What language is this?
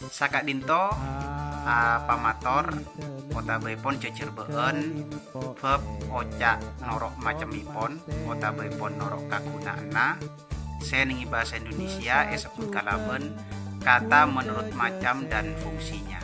Madurese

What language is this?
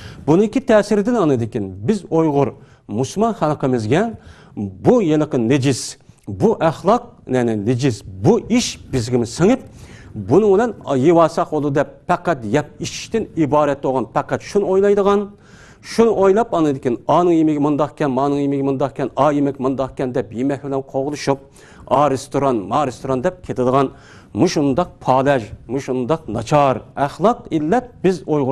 Uyghur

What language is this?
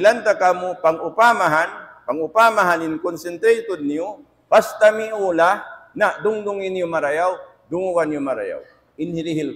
Tausug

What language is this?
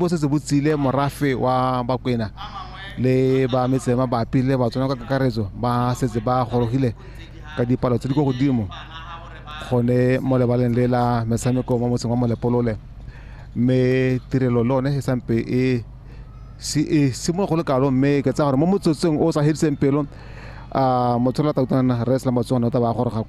Tswana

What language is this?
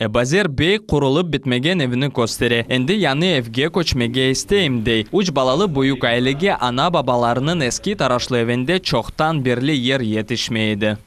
Crimean Tatar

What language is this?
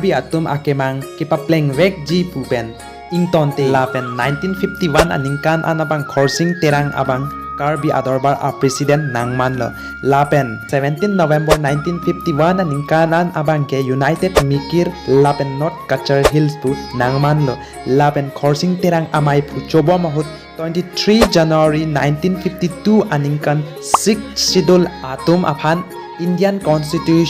Karbi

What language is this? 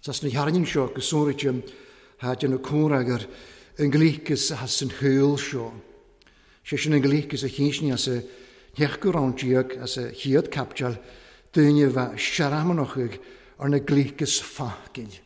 Welsh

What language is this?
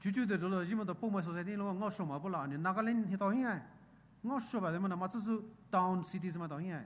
Poumei Naga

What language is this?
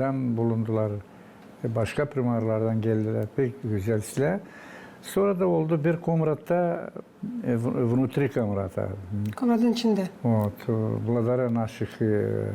Gagauz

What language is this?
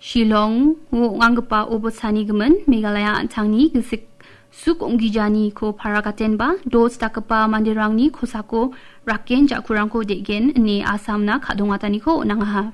Garo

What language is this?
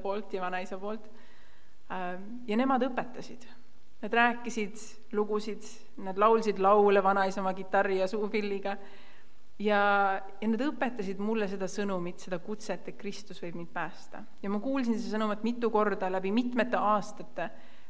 Estonian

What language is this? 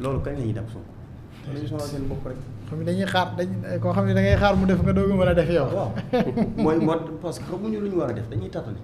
Wolof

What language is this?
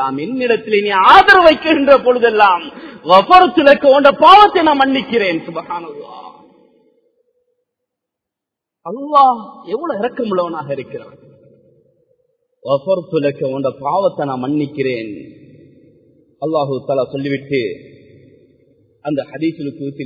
Tamil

